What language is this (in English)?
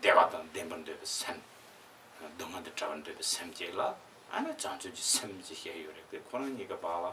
Tibetan